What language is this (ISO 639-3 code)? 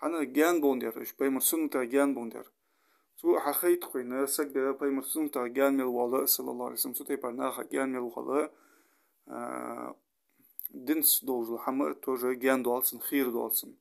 inh